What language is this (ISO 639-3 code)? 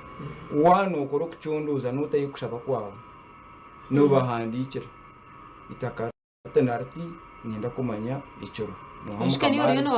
nyn